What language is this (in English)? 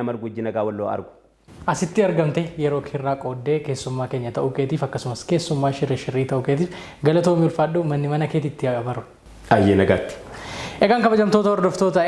Oromo